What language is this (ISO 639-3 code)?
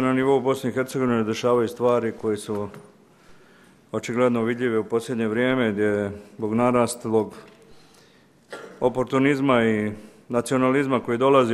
bos